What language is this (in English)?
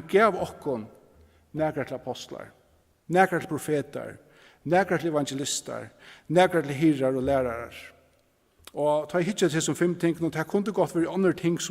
Faroese